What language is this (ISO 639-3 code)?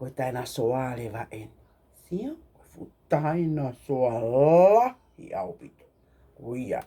ton